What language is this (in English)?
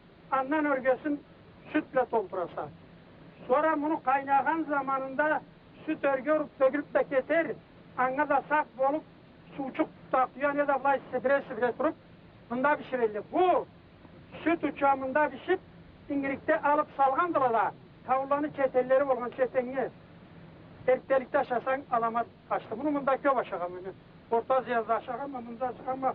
Karachay-Balkar